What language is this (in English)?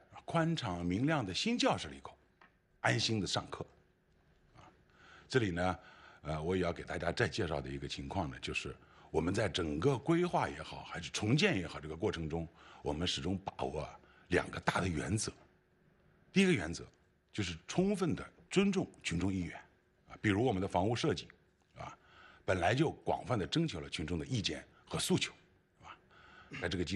Chinese